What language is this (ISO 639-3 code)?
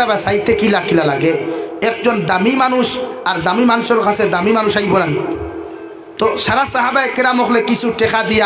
syl